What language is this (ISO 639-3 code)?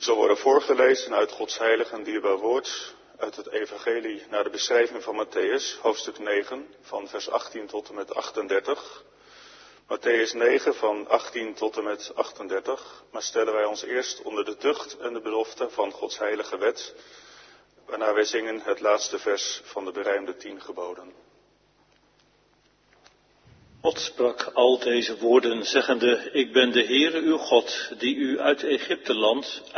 nld